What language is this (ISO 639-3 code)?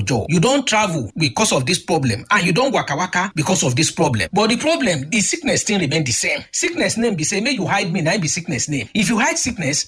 pcm